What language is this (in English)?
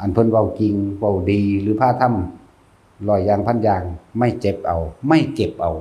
Northeastern Thai